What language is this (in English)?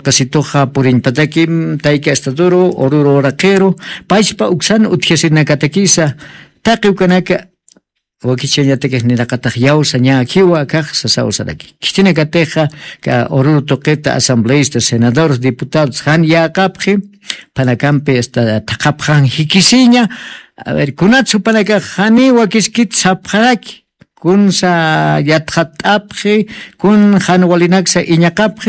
Aymara